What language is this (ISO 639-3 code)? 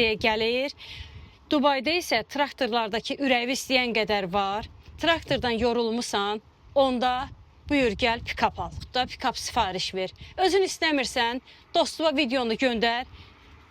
aze